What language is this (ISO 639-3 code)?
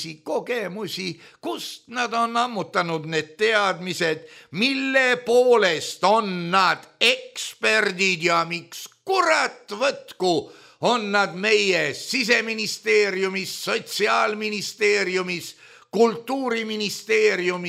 est